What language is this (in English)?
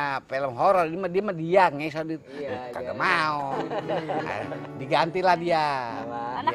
Betawi